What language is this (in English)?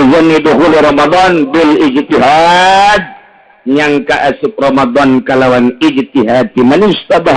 Sundanese